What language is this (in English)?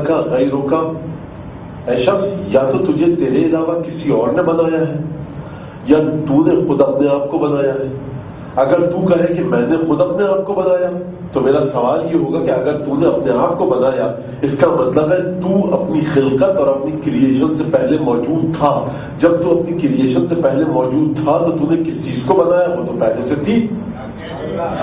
Urdu